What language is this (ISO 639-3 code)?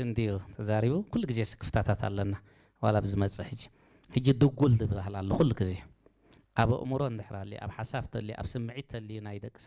tir